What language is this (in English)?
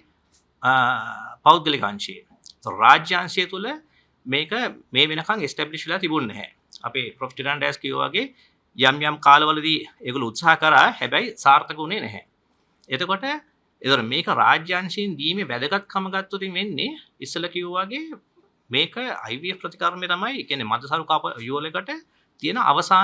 Sinhala